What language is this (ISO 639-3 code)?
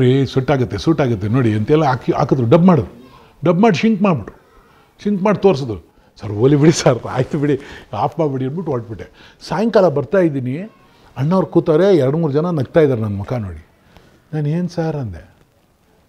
kan